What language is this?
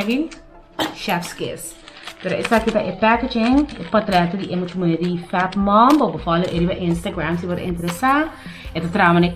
Papiamento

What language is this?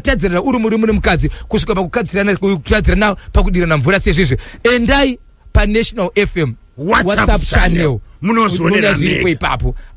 Shona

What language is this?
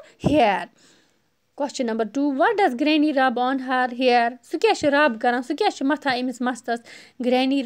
Kashmiri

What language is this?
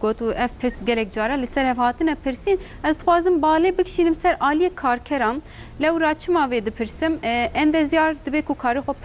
Kurdish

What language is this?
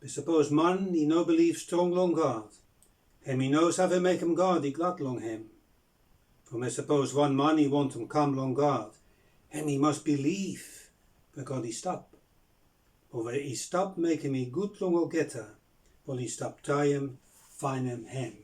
Bislama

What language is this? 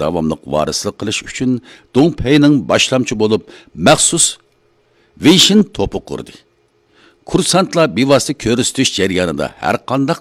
Uyghur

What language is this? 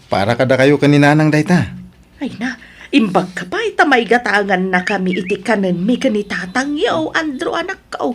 Iloko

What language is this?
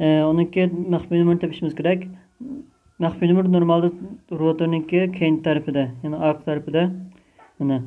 Uyghur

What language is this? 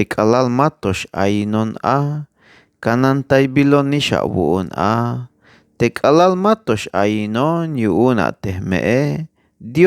Tzeltal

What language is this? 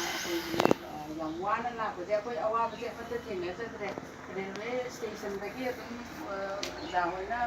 Manipuri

